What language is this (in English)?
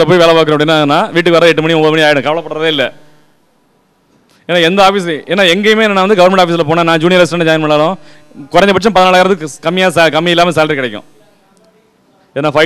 Tamil